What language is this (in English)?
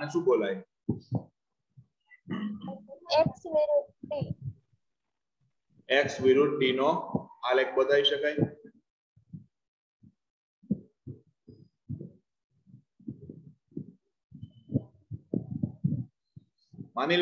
Gujarati